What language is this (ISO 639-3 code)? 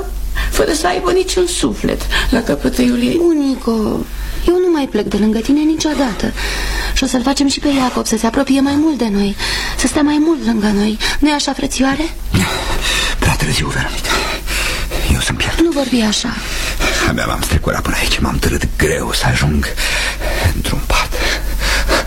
ron